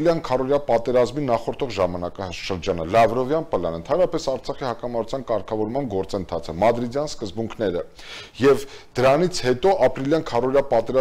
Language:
Armenian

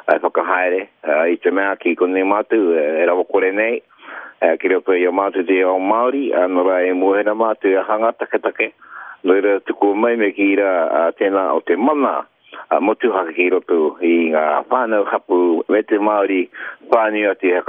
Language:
Māori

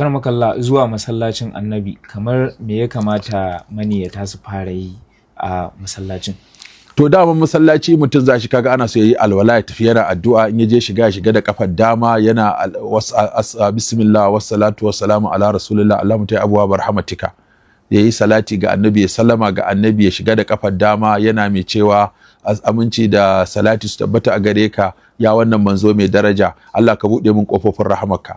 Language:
Hausa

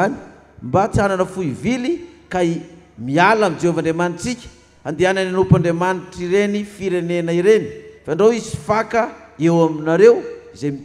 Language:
Malagasy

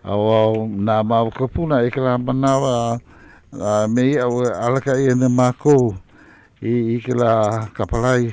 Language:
Hawaiian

